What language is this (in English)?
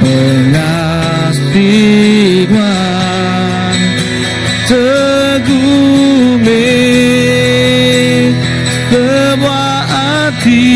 Iban